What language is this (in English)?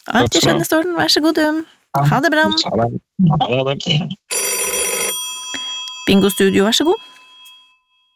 Norwegian